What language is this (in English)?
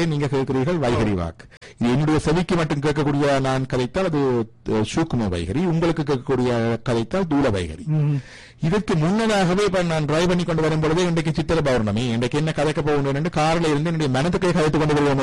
Tamil